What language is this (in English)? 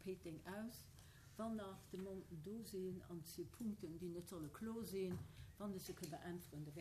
Luxembourgish